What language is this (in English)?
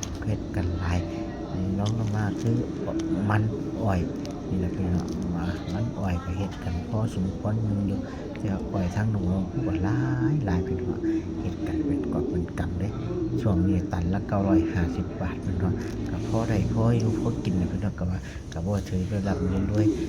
Northeastern Thai